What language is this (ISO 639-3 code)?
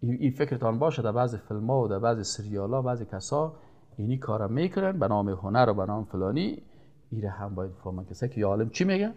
fas